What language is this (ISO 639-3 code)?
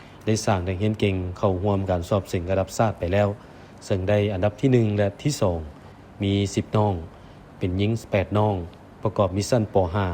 lao